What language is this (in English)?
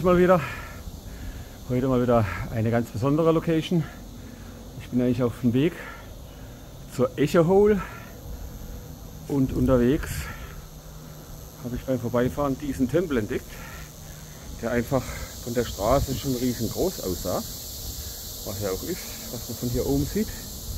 German